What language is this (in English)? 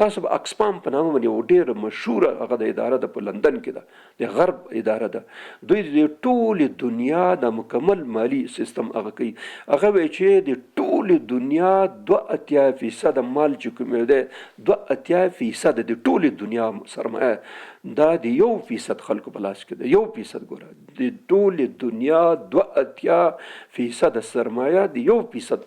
Pashto